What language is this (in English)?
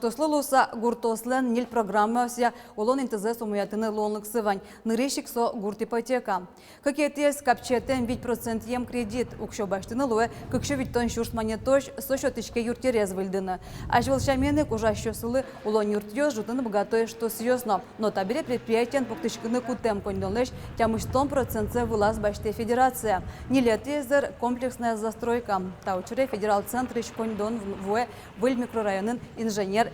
Udmurt